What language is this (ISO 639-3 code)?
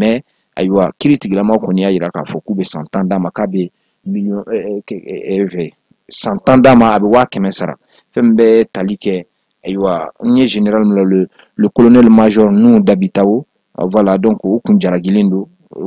bam